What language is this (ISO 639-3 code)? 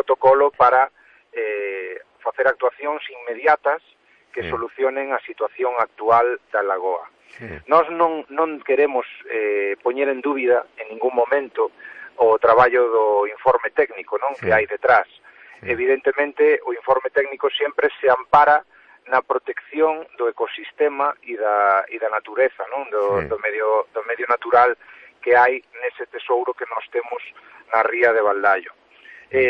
glg